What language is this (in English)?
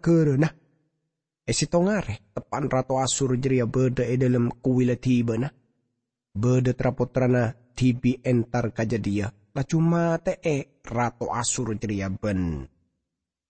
Madurese